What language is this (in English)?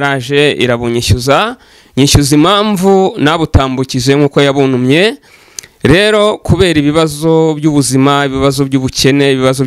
Kinyarwanda